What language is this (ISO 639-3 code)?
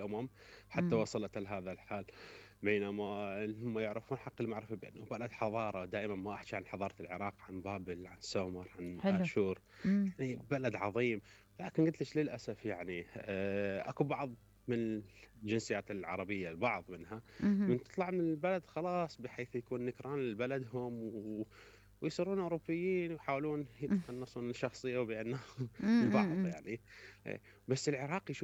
acm